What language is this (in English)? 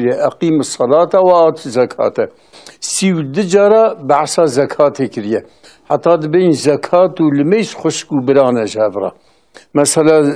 Kurdish